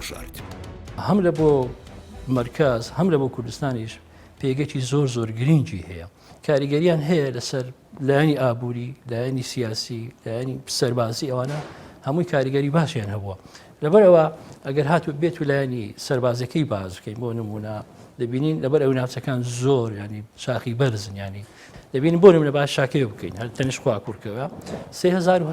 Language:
Central Kurdish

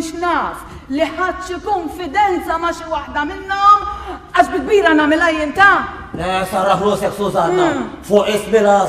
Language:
Maltese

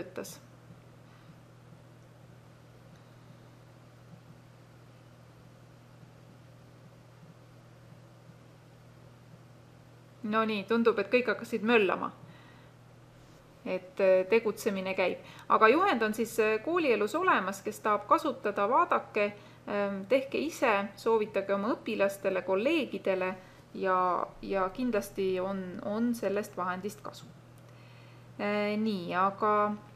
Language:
Estonian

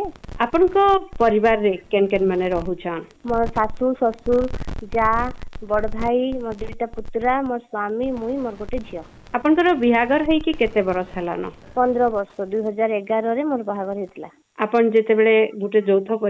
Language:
Odia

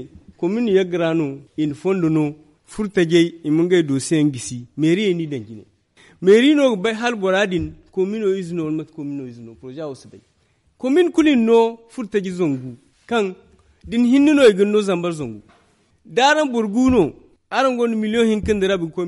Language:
Zarma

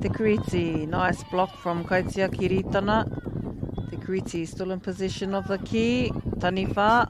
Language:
Māori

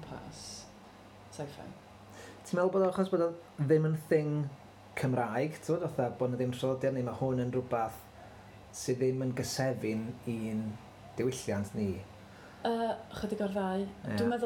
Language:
Welsh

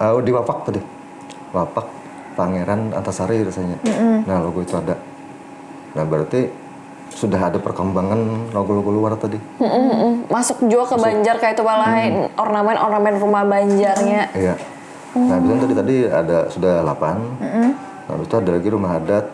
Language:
Banjar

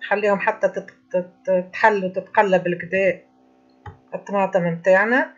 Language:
Tunisian Arabic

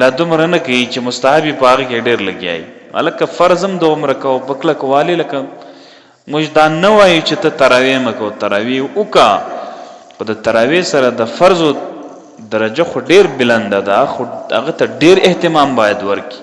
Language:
Pashto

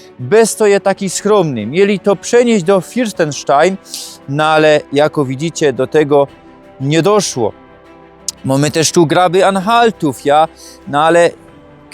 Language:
Silesian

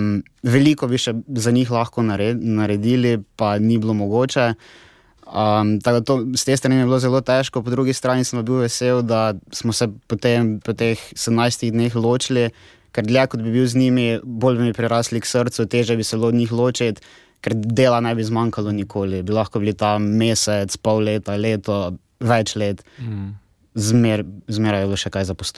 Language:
Slovenian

